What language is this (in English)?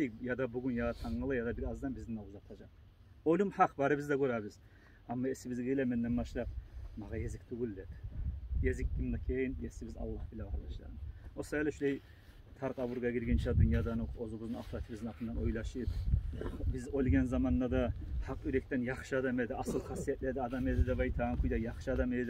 Kumyk